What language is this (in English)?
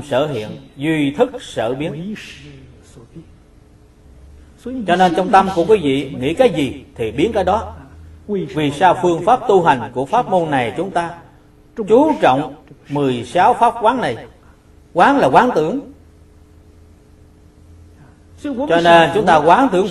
Vietnamese